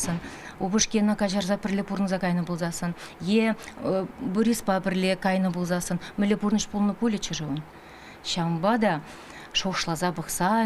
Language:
Chuvash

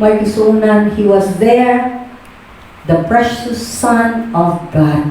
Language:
Cebuano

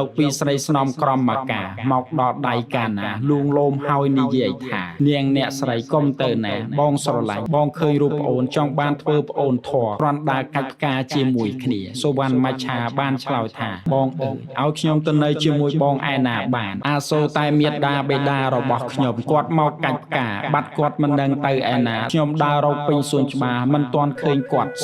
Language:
Khmer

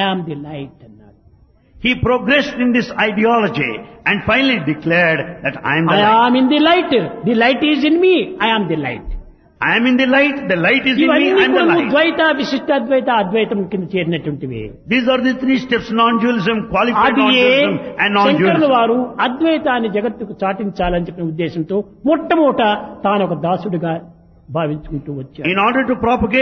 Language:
Telugu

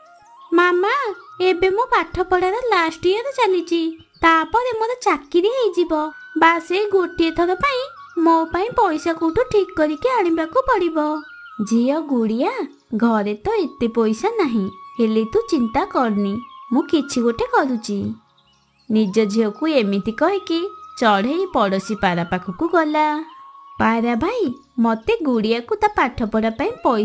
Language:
Odia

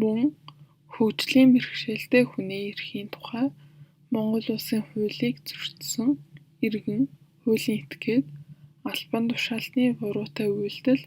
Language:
Mongolian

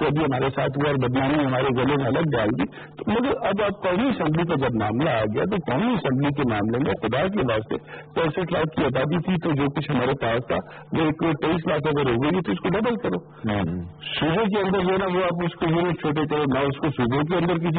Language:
Urdu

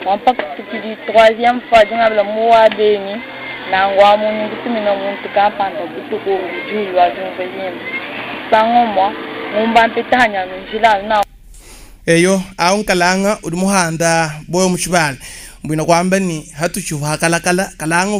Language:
Luba-Lulua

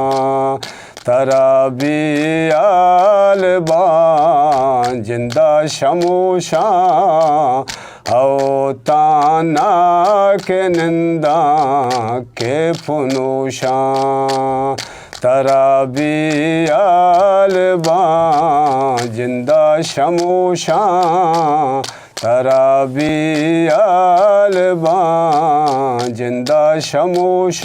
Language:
Eastern Balochi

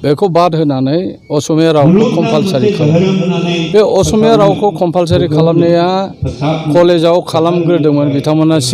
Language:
Bodo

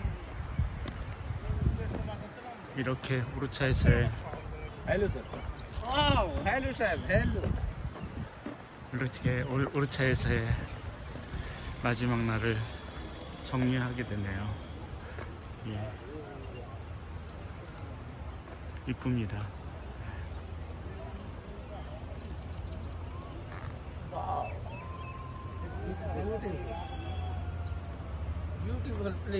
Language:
Korean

